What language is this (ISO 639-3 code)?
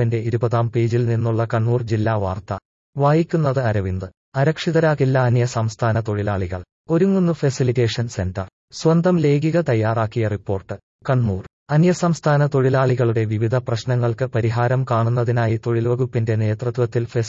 mal